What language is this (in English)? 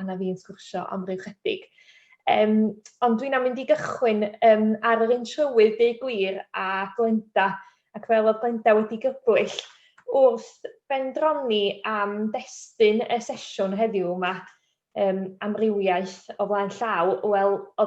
Welsh